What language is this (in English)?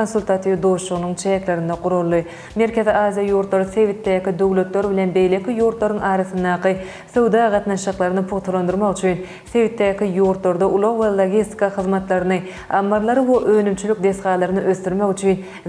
Turkmen